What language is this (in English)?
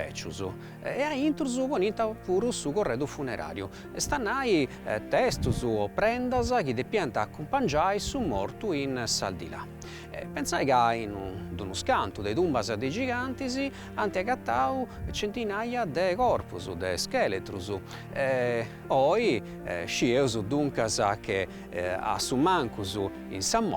Sardinian